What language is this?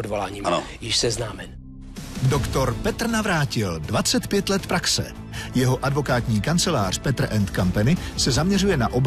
Czech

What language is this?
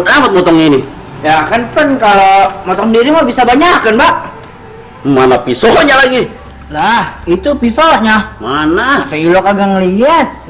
Betawi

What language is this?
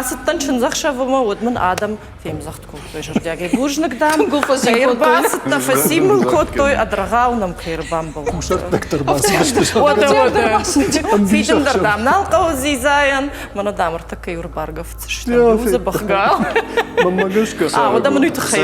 Ossetic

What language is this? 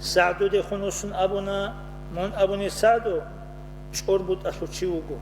Avaric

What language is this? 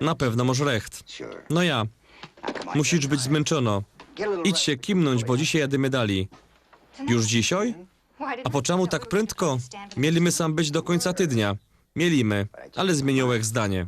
Silesian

